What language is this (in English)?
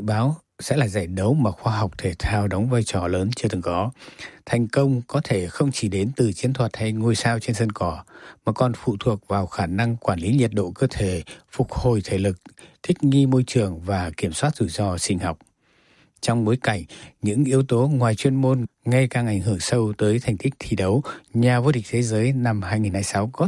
Vietnamese